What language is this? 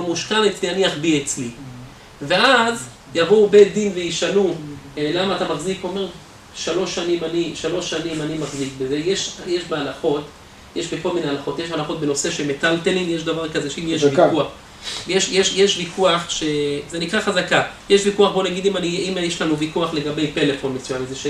Hebrew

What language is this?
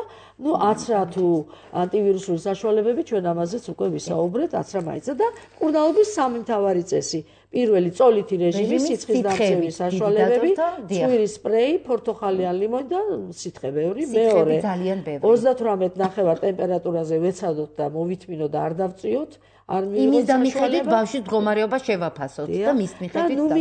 Georgian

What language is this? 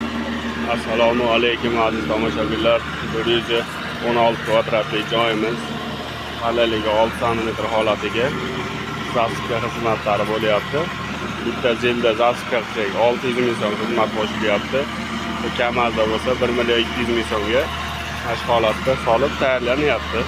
Uzbek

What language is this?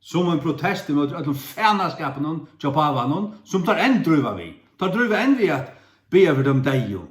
Faroese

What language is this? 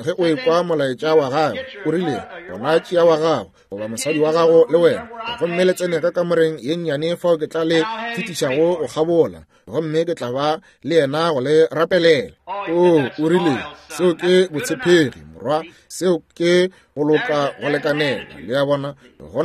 Northern Sotho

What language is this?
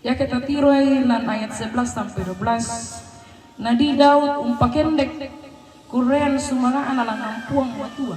Toraja-Sa'dan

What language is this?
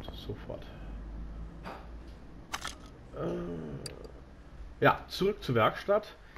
German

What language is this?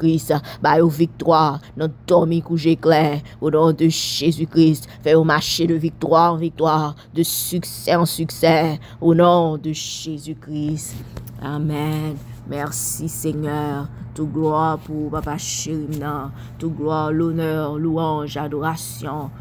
Haitian Creole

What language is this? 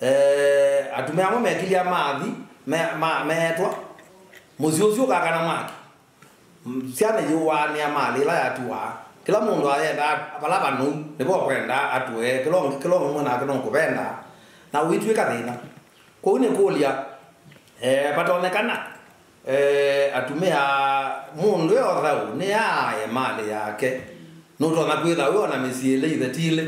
Kamba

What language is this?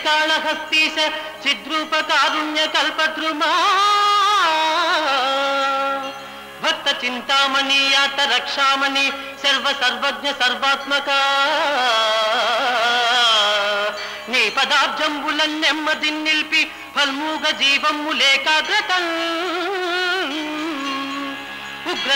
Telugu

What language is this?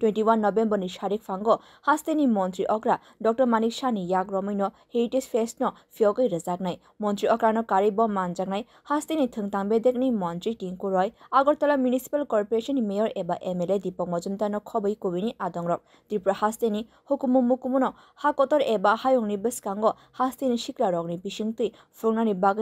Kok Borok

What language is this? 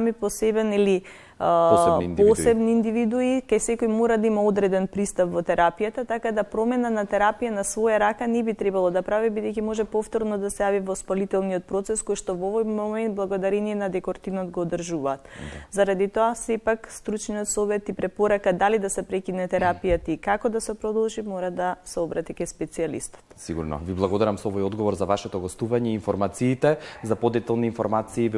Macedonian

